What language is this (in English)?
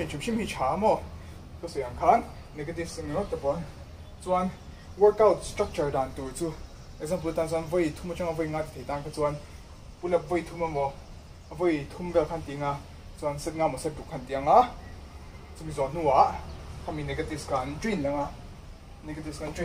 Mizo